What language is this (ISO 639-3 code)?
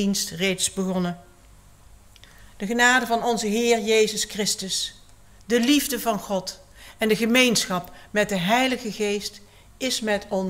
nld